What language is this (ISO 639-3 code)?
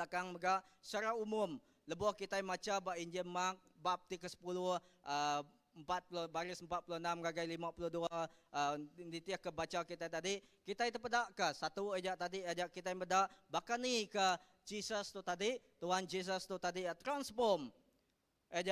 iba